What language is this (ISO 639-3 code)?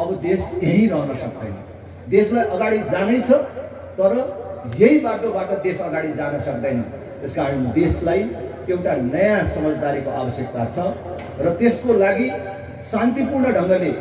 nep